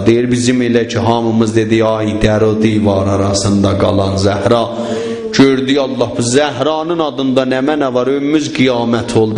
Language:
South Azerbaijani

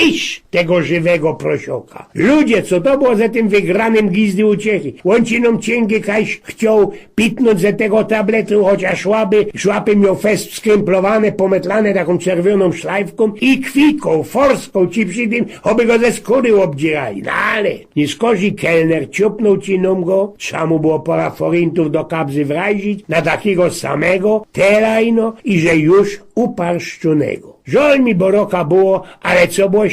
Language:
Silesian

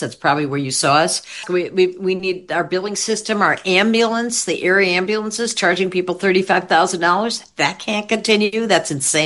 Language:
English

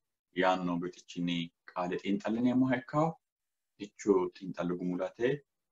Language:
Sidamo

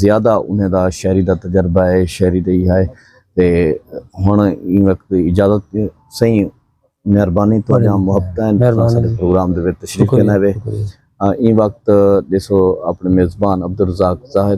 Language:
Saraiki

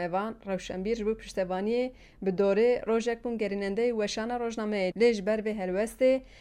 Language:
Kurdish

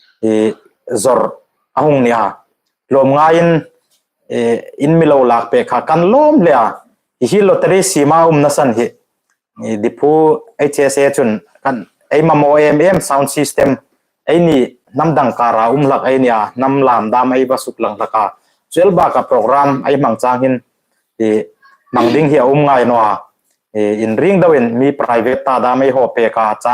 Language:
Hmar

